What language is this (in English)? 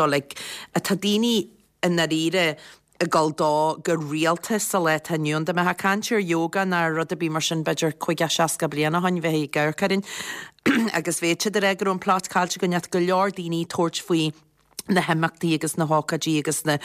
Irish